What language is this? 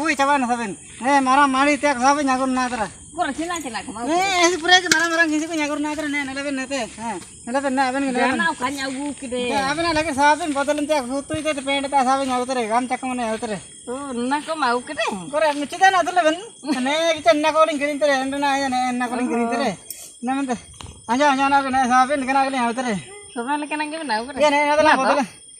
Ho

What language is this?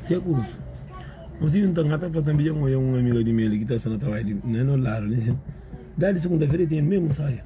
Kabuverdianu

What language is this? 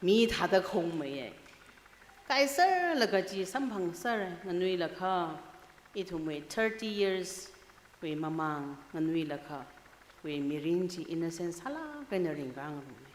Tangkhul Naga (India)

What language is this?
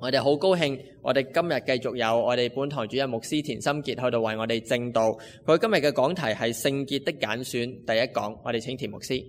Cantonese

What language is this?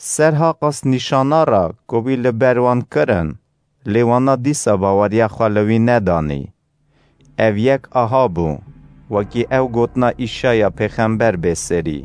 Kurdish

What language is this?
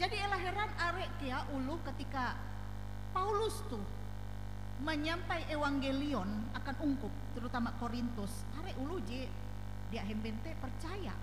Ngaju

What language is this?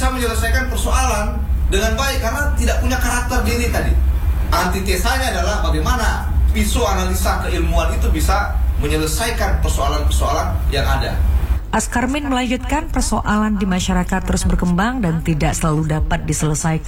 Indonesian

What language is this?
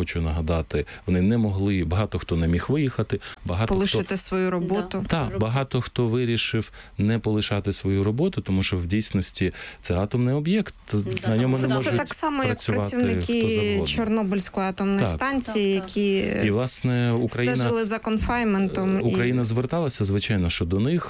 Ukrainian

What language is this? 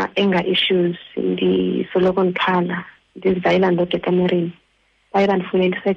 Xhosa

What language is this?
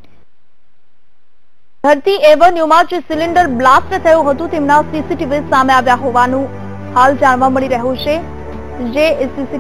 Gujarati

